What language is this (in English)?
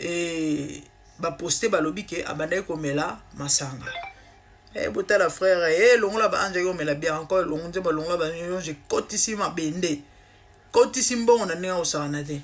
Lingala